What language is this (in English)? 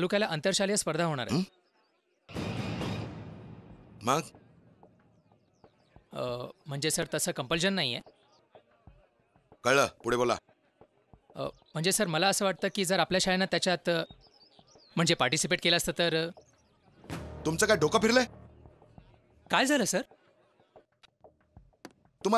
Marathi